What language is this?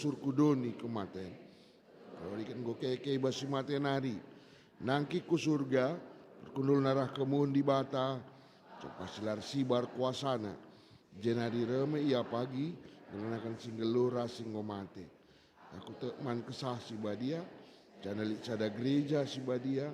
Batak Karo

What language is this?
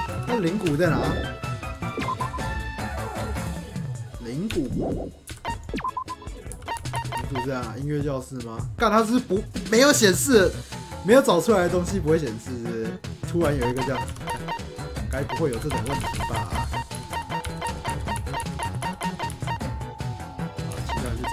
Chinese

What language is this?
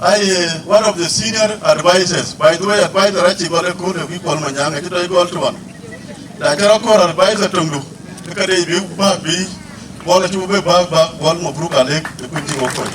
Dinka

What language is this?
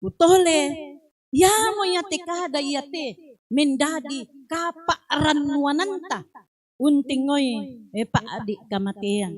Toraja-Sa'dan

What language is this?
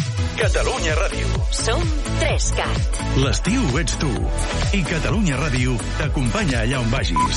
Catalan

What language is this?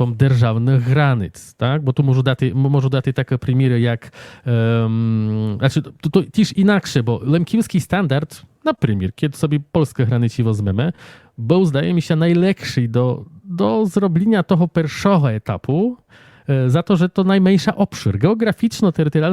Rusyn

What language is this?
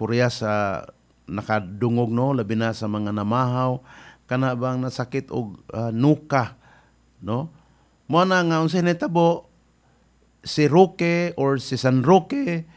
Cebuano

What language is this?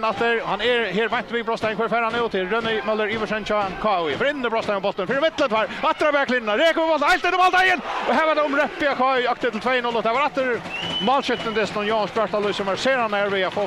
Faroese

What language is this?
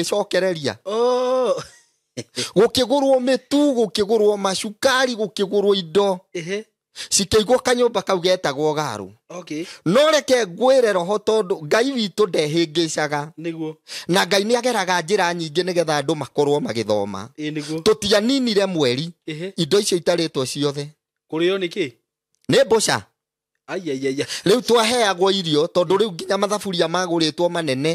Kikuyu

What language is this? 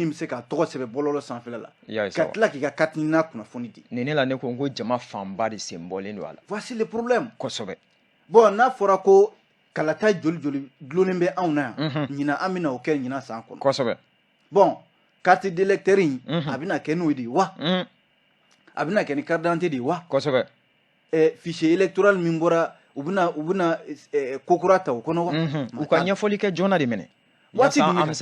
Bambara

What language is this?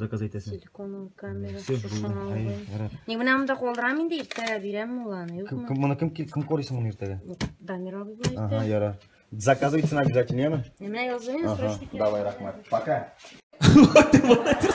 Tatar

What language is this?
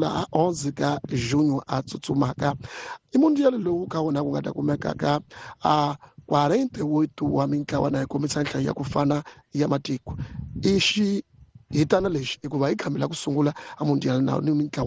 Tsonga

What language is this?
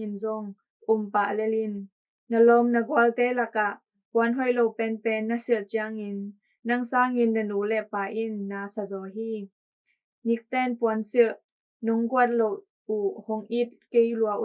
Tedim Chin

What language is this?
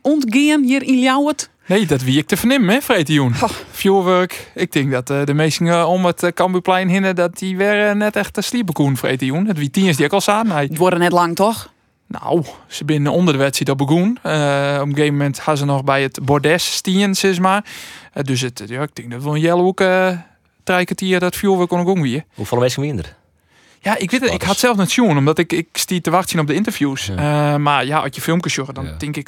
Western Frisian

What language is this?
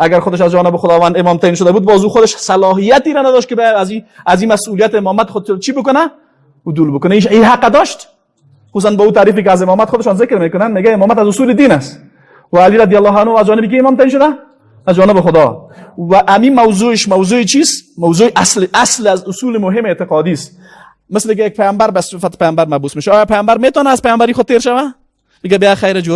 Persian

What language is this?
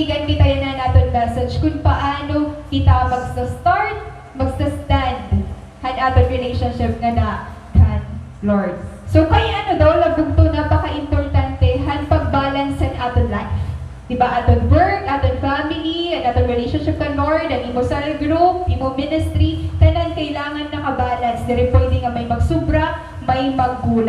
Waray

